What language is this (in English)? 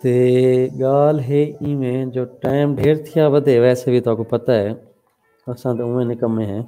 Saraiki